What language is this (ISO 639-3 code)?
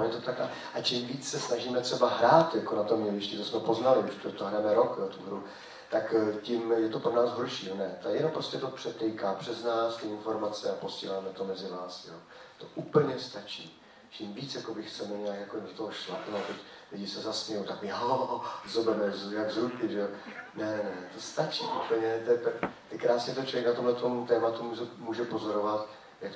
ces